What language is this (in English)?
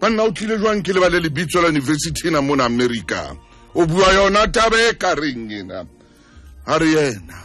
Southern Sotho